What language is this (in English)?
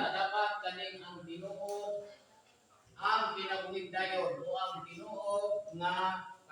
Cebuano